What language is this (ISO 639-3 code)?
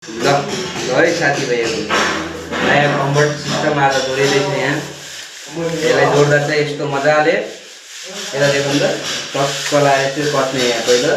nep